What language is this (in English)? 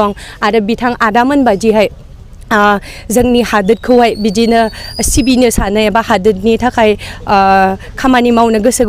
Bodo